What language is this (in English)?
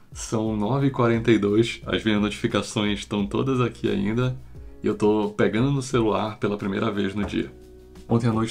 Portuguese